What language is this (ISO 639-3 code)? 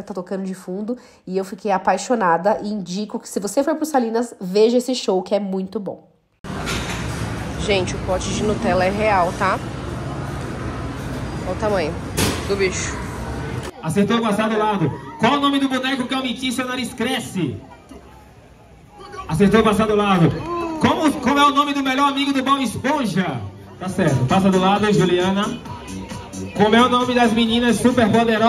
por